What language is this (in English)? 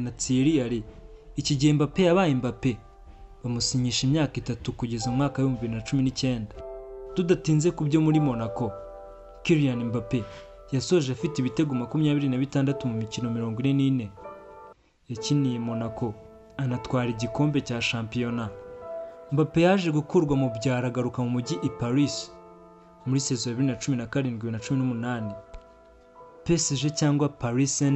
Kinyarwanda